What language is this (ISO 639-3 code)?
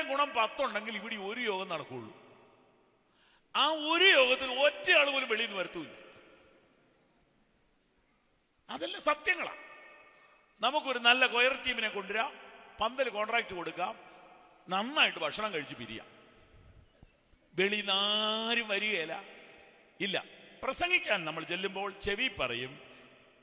mal